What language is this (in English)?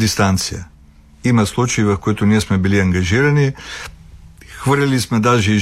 Bulgarian